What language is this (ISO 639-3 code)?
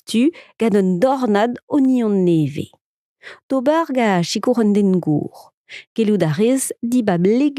bre